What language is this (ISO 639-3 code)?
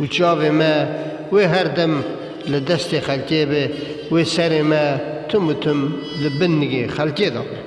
kur